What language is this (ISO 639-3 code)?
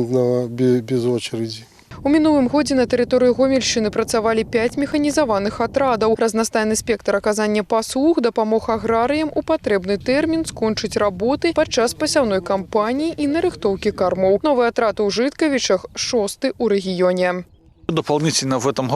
bel